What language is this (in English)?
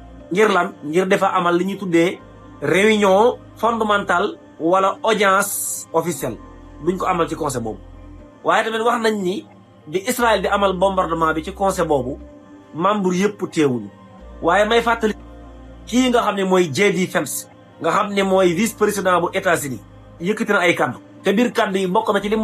Wolof